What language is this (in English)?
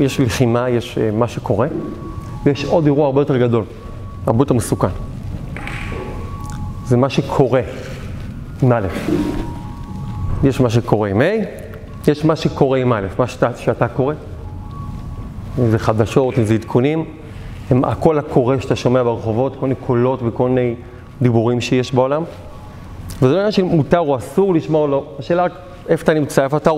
Hebrew